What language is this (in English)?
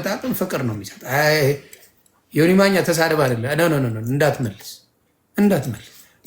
Amharic